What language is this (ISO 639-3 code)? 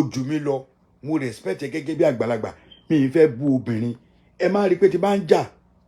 yor